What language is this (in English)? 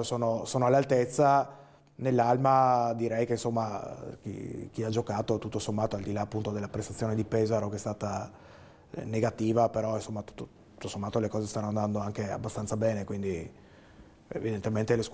Italian